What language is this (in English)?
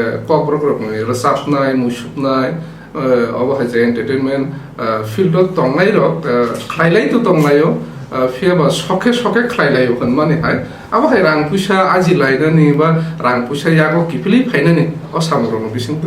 Kok Borok